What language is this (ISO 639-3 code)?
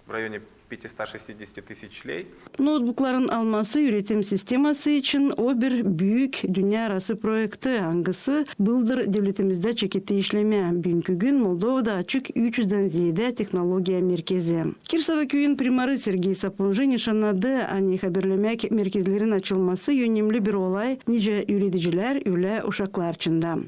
gag